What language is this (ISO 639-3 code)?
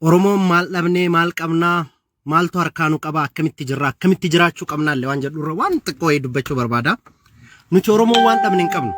orm